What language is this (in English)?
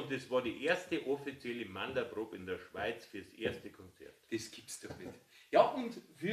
Bavarian